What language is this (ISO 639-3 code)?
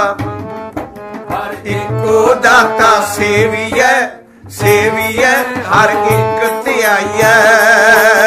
pan